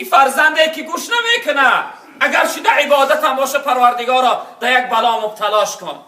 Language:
Tajik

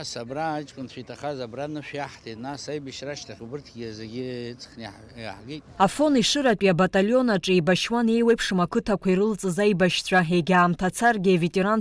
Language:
Abkhazian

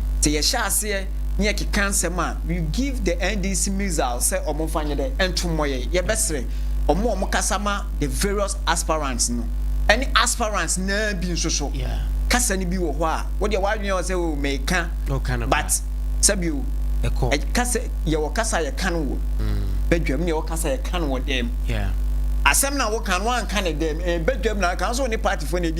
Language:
Akan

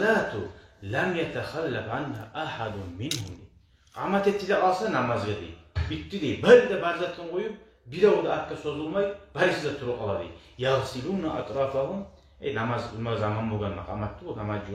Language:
Kumyk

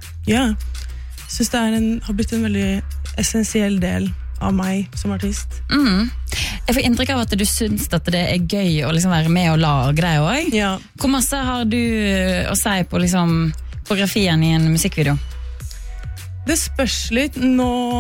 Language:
Norwegian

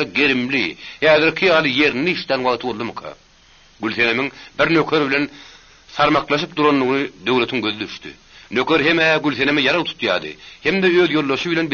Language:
Turkmen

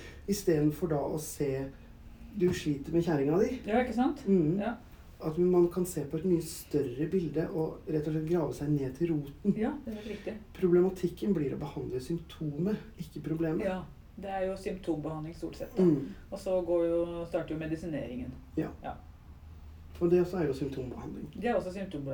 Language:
Norwegian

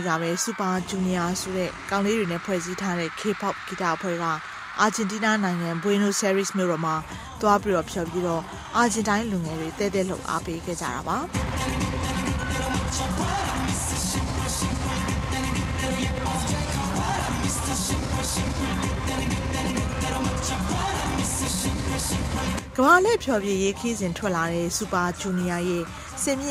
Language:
Burmese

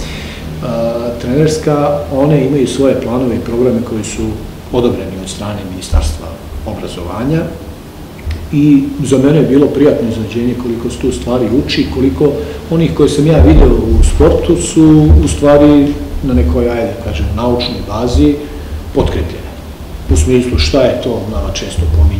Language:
Serbian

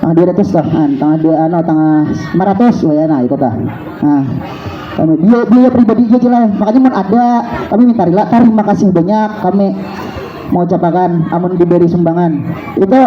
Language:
Banjar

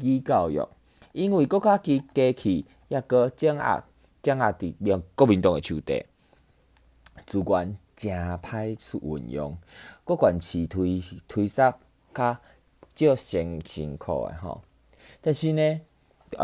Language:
Min Nan Chinese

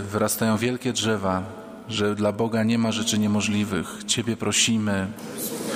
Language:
Polish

